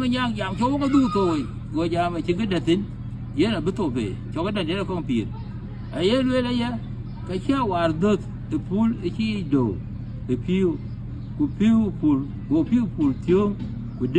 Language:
Dinka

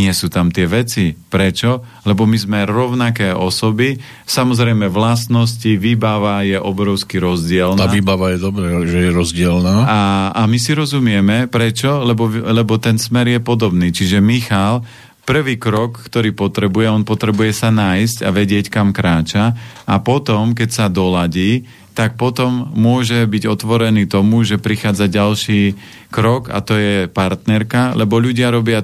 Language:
Slovak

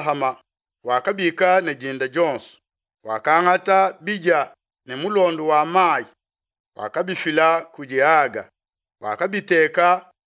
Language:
Luba-Lulua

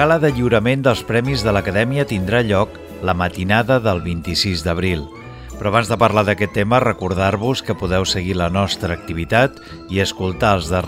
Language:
Catalan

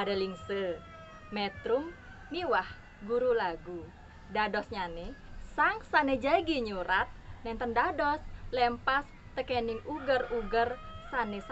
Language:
Balinese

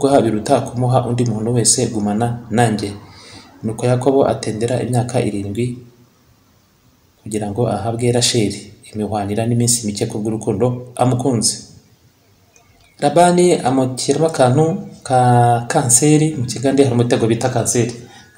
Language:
Kinyarwanda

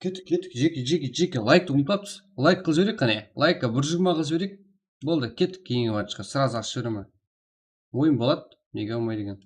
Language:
Kara-Kalpak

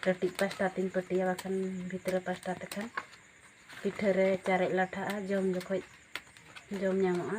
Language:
Santali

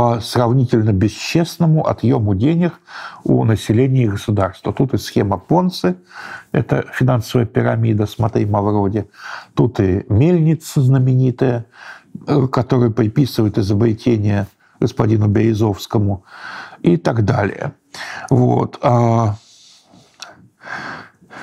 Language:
Russian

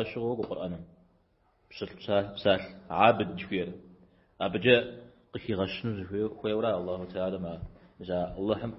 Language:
Kabardian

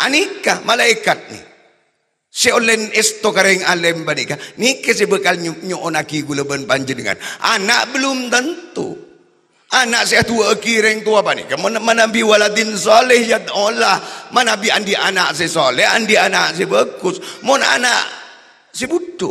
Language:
Madurese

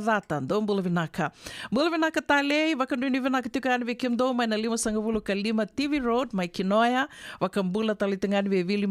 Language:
Fijian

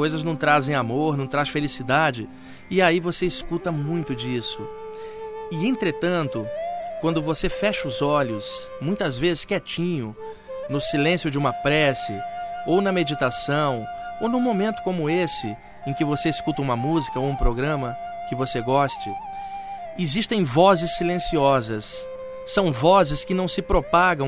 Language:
Portuguese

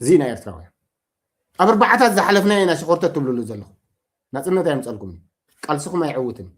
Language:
Tigrinya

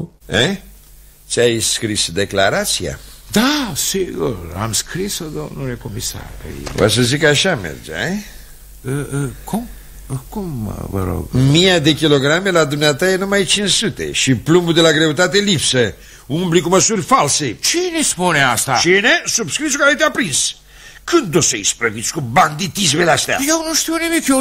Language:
Romanian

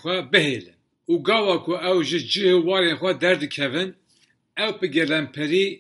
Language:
Kurdish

